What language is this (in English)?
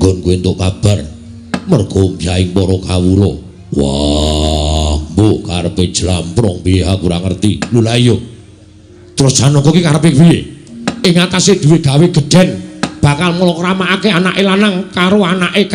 Javanese